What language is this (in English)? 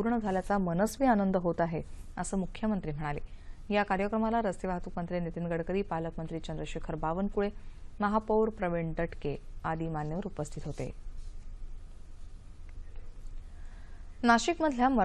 Marathi